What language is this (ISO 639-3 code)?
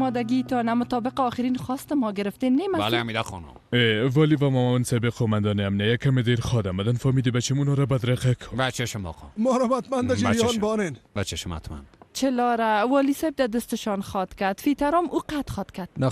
fas